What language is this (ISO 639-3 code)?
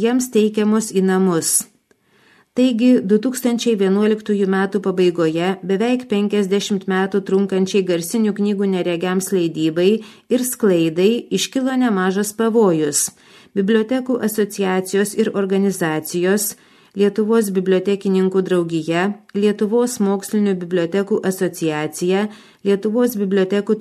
lit